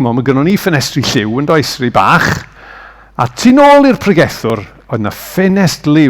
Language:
Welsh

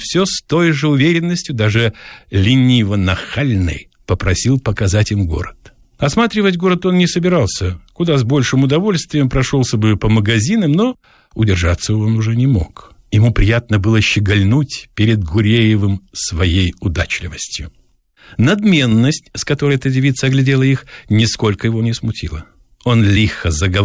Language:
Russian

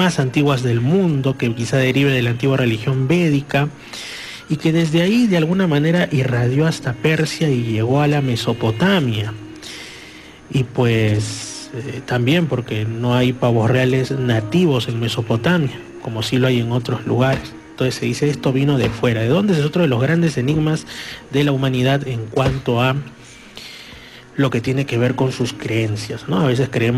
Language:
Spanish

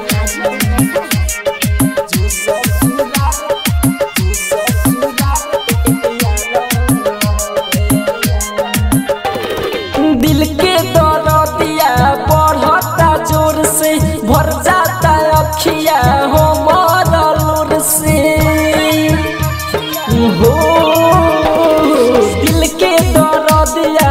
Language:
Bhojpuri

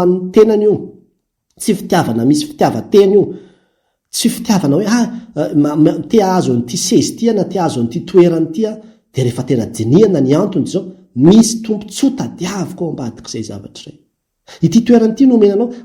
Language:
Malagasy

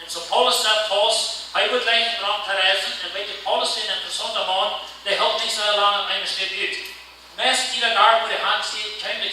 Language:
Plautdietsch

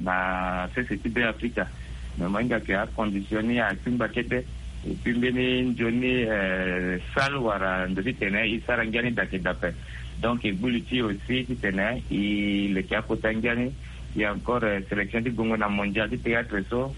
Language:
Sango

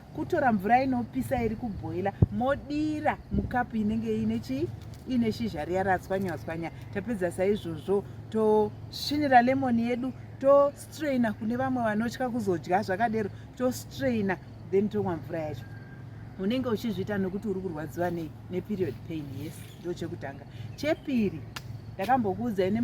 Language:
Shona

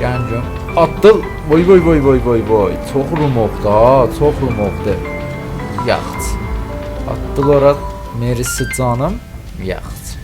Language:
South Azerbaijani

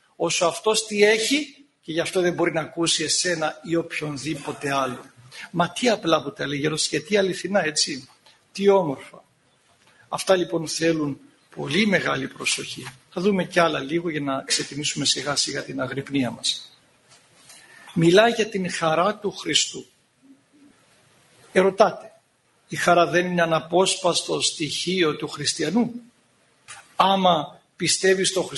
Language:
Greek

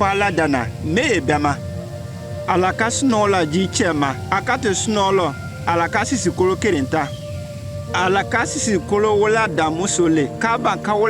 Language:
Konyanka Maninka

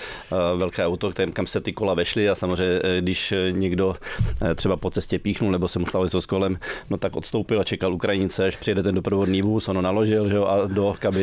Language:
Czech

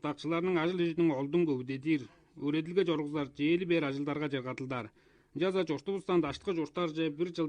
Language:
Tuvinian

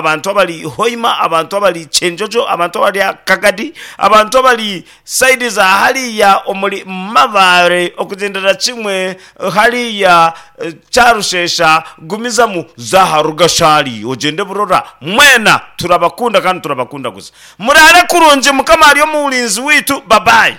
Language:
Nyankole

